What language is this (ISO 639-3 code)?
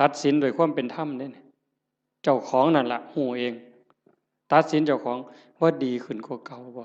tts